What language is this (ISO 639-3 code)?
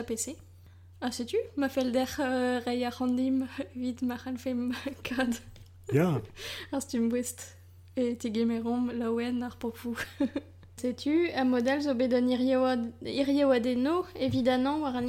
bre